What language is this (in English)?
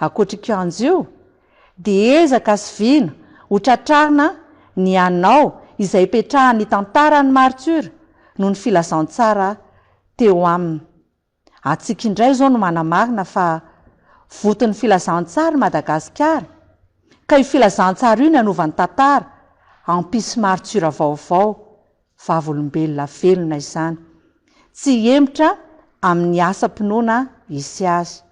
Malagasy